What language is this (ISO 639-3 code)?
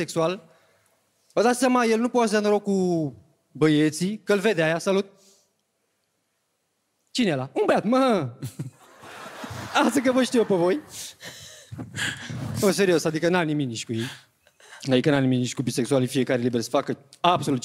ron